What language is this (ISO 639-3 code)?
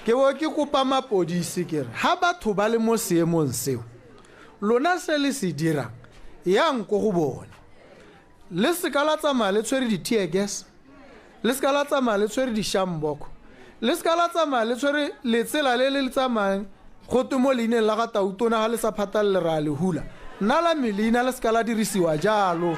tsn